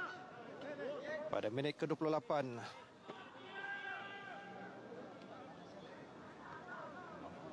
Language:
Malay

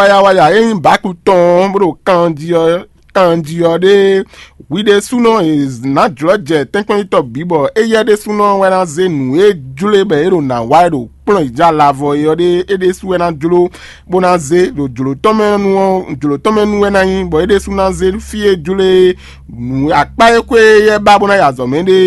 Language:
Fon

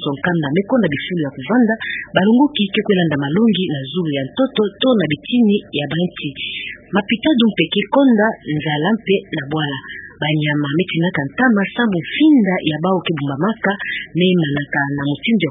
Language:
Kituba (Democratic Republic of Congo)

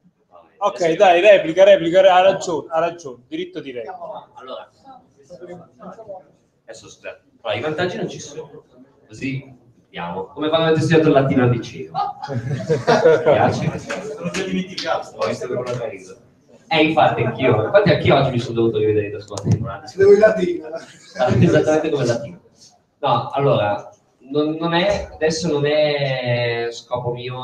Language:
Italian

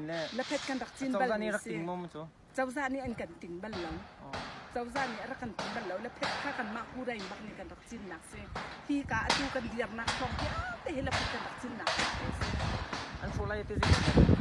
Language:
Hakha Chin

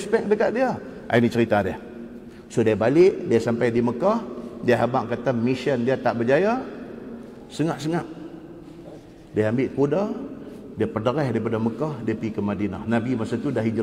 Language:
Malay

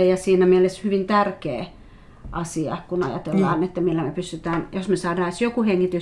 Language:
Finnish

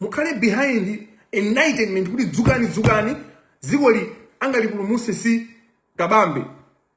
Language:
Nyanja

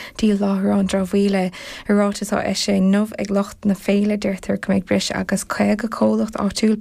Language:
Irish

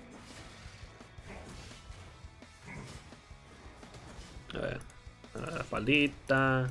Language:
Spanish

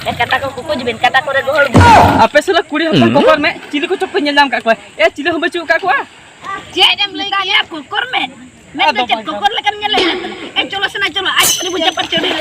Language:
Santali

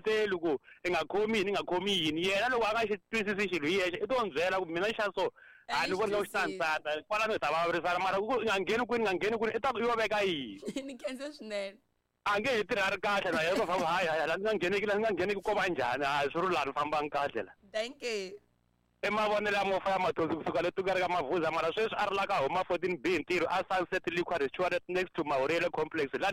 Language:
Tsonga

